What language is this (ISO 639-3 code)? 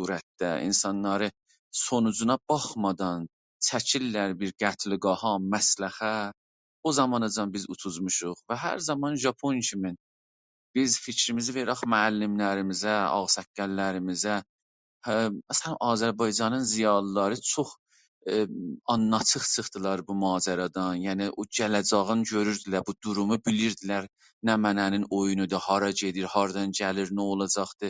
azb